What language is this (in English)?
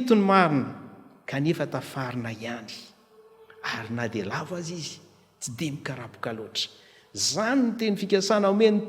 Malagasy